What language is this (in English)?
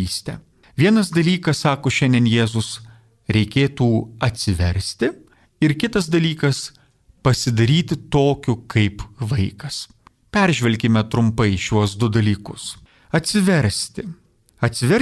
Lithuanian